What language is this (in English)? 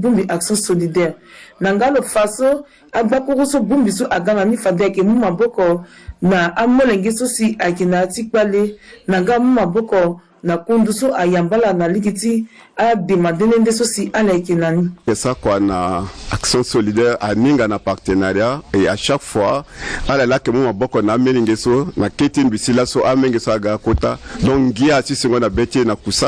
Sango